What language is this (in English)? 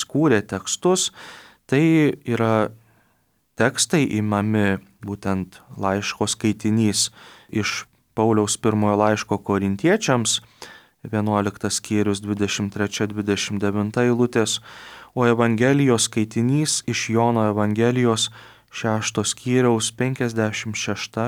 Lithuanian